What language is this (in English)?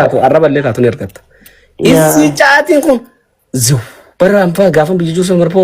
Oromo